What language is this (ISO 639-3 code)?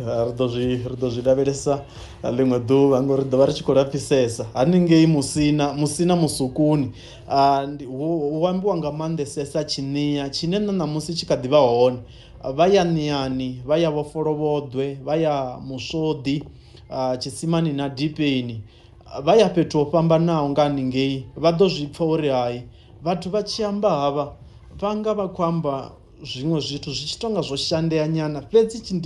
ven